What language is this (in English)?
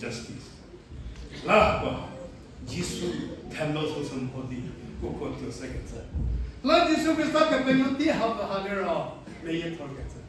Angami Naga